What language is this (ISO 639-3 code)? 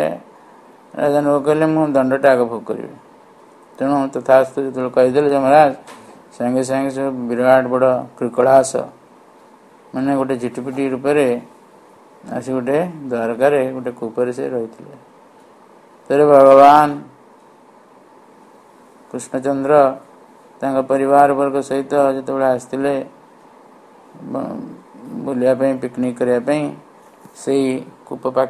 ori